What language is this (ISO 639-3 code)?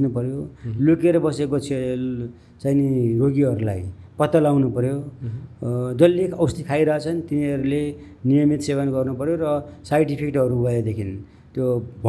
nep